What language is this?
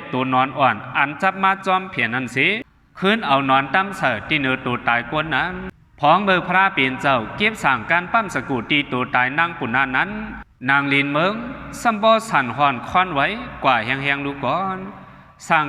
Shan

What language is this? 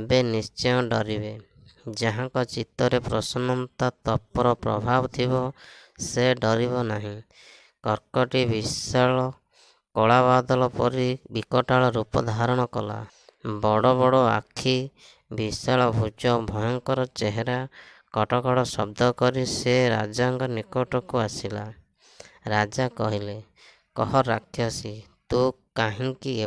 Odia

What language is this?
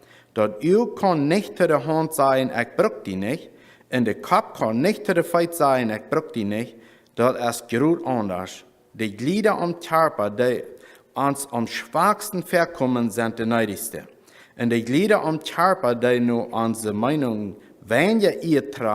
Plautdietsch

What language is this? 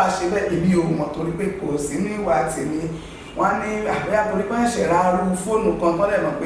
Yoruba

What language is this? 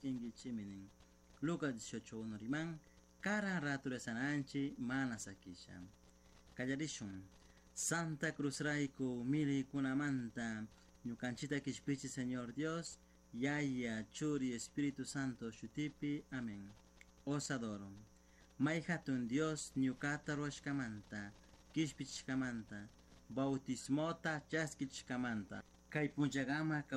Chimborazo Highland Quichua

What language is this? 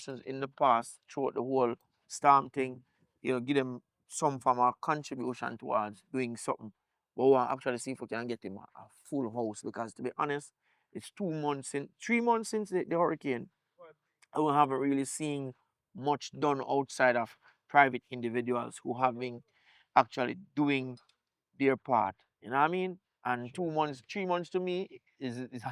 Jamaican Creole English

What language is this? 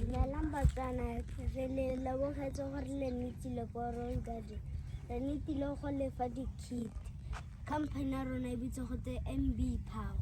Tswana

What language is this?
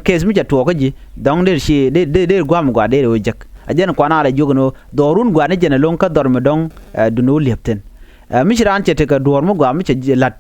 Nuer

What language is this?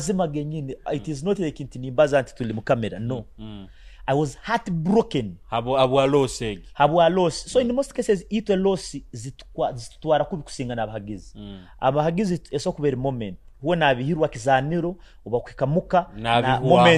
Nyoro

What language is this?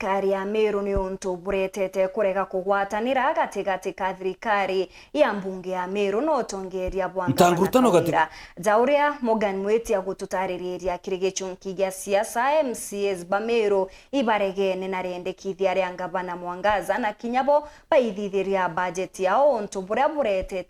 Meru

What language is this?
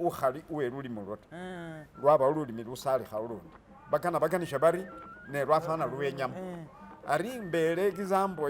Masaaba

